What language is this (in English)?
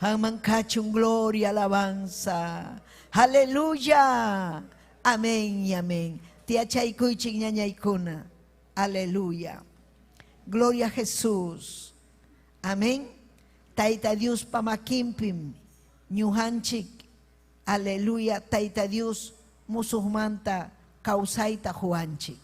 Ayacucho Quechua